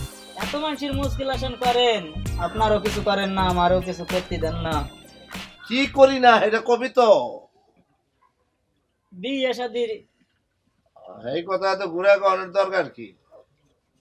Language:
Bangla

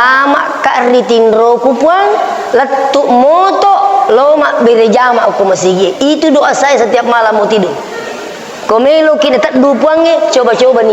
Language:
Buginese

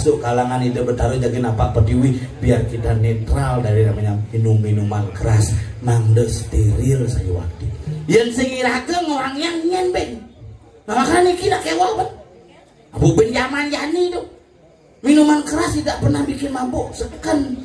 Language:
Balinese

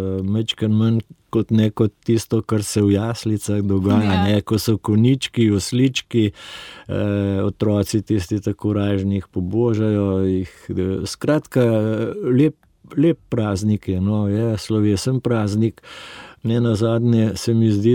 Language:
Slovenian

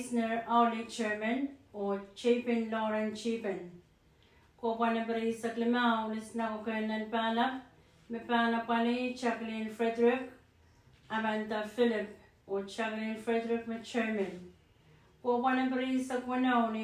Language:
Pohnpeian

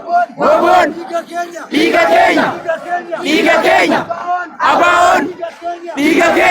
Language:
Oromo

